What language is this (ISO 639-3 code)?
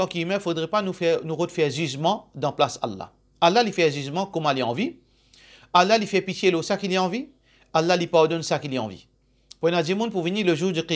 mfe